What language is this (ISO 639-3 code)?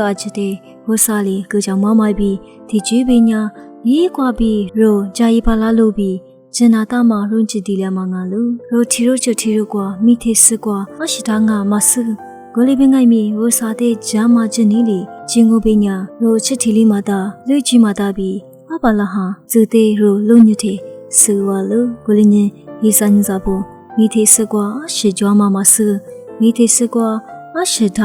lis